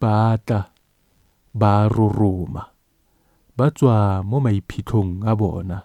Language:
Tswana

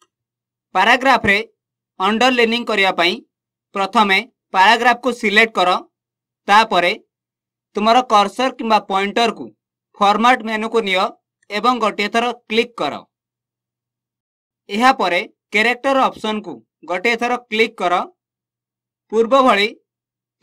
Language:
Odia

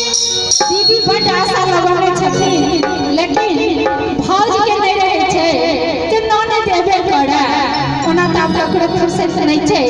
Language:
Maithili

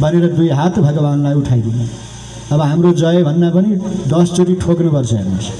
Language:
Nepali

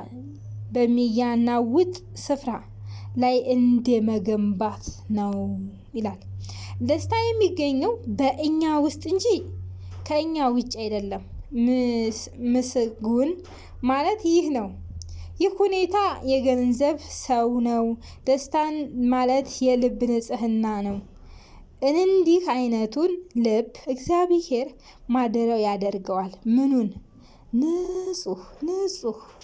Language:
Amharic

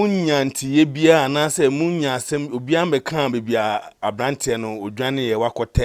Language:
Akan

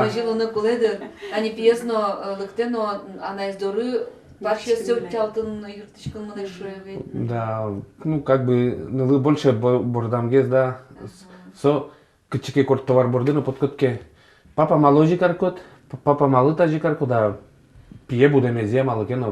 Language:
Udmurt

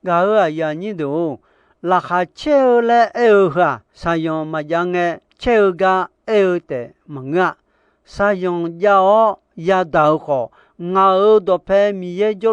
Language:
Akha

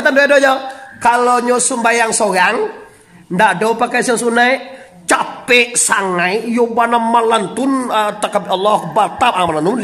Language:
Minangkabau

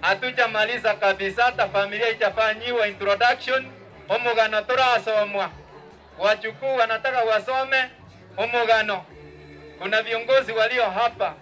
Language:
Gusii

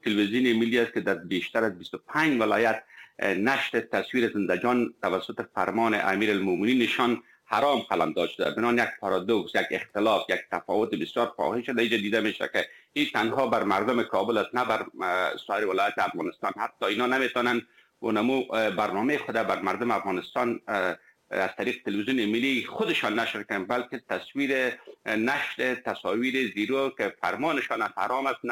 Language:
Persian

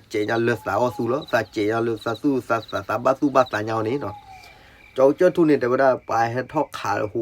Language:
S'gaw Karen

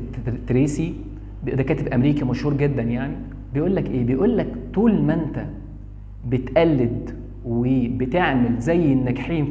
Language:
Egyptian Arabic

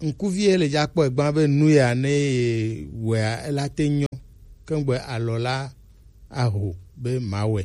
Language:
Gen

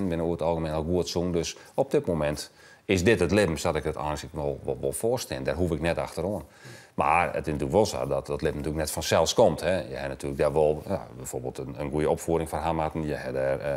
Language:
Western Frisian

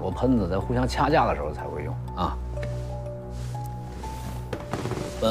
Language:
Chinese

